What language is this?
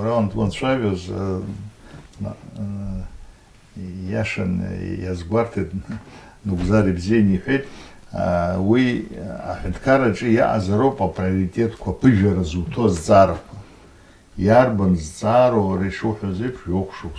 Abkhazian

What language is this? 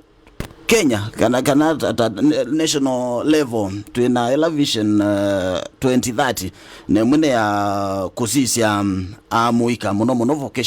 Kamba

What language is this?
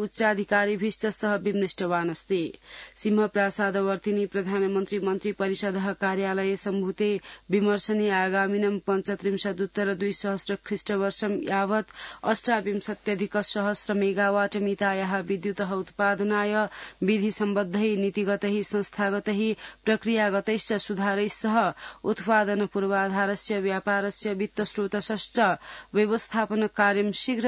Sanskrit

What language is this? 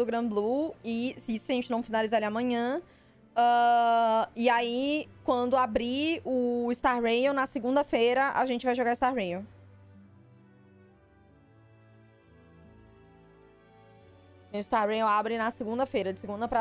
Portuguese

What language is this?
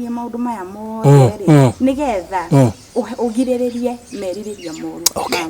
Kikuyu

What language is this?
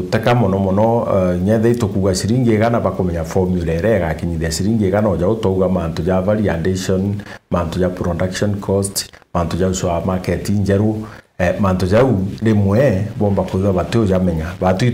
Meru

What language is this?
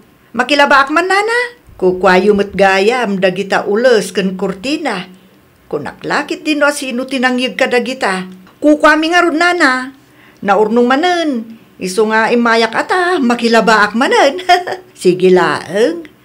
Iloko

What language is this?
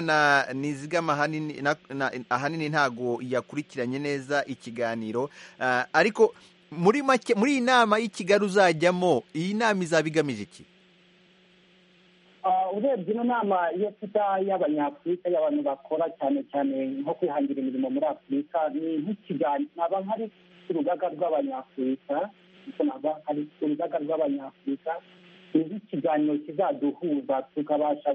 Kinyarwanda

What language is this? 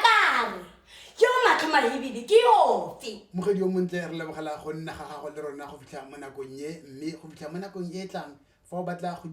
Tswana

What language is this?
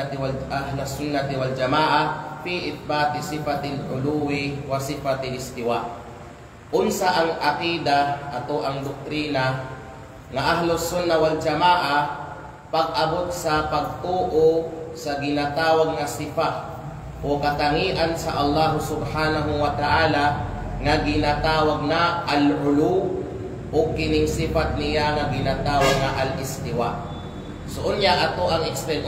Kalagan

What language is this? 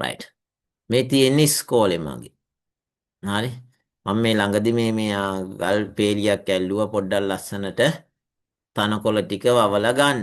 Sinhala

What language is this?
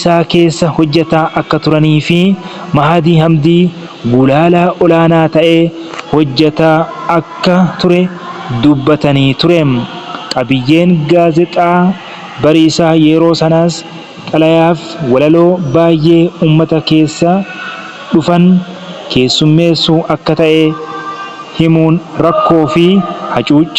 Oromo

